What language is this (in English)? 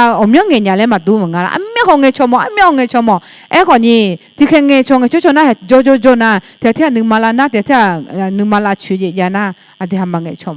Akha